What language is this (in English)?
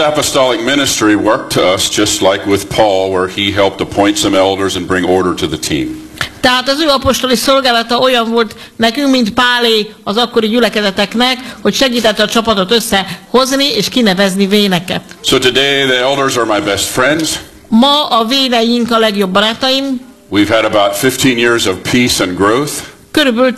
Hungarian